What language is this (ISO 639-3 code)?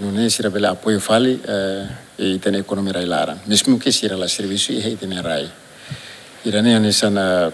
tet